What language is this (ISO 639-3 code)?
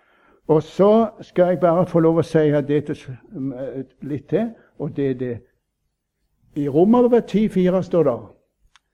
nor